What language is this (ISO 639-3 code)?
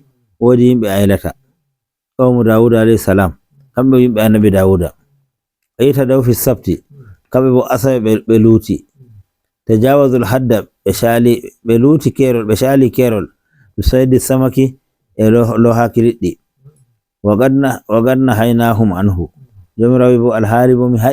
fuv